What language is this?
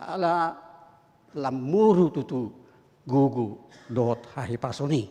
Batak Toba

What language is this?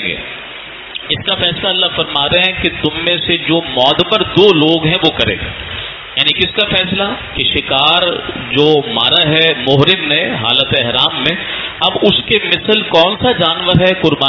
Urdu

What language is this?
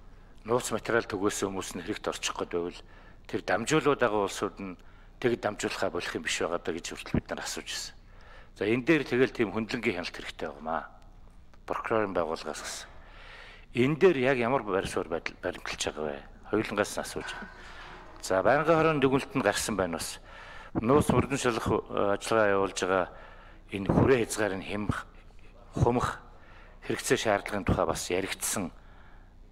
Mongolian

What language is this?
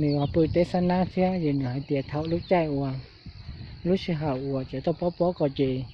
Hmong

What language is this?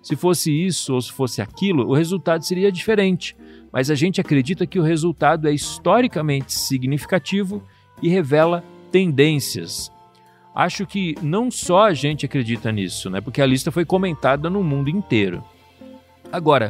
Portuguese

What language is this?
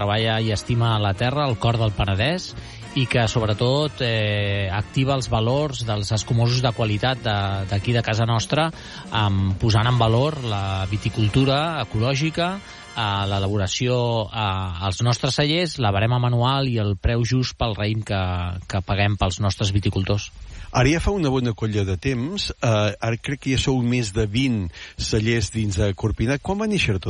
Catalan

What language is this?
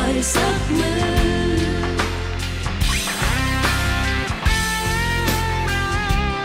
Thai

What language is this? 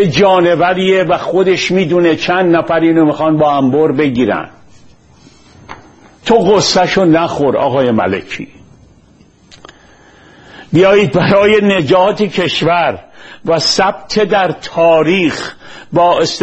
Persian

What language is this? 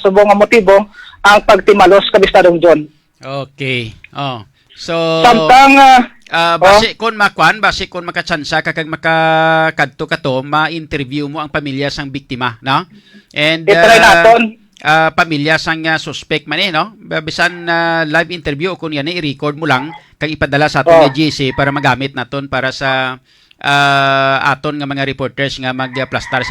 Hiligaynon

